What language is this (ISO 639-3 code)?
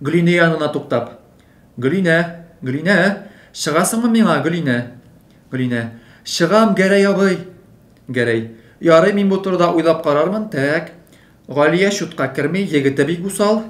tat